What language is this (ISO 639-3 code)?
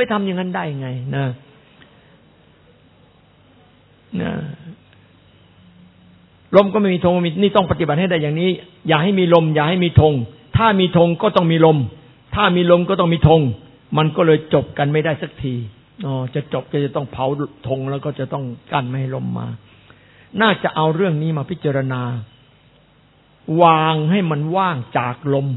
tha